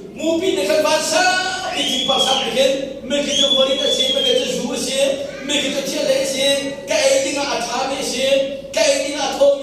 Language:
Hakha Chin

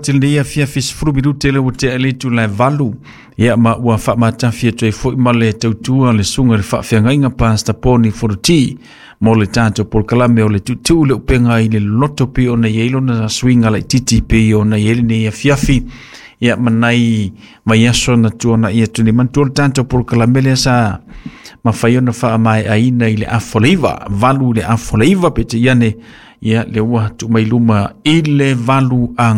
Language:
Samoan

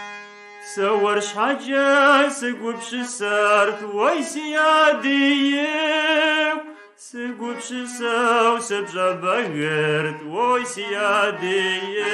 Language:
Kabardian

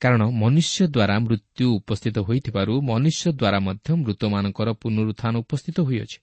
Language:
Odia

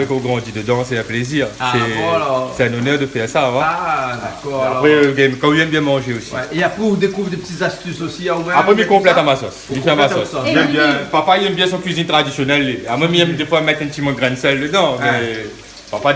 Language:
Réunion Creole French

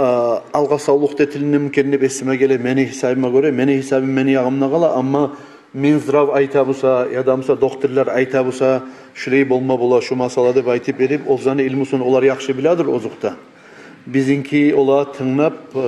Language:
Kumyk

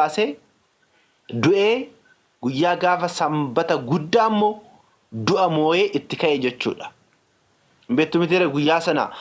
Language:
Oromo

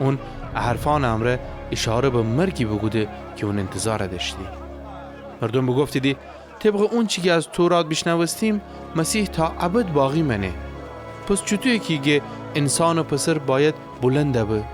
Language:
Gilaki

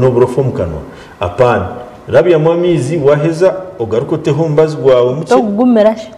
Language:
Nyankole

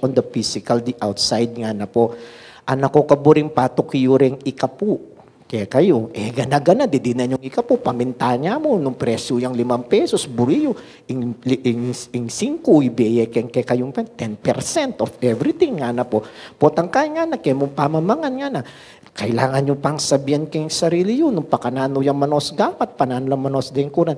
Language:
Pampanga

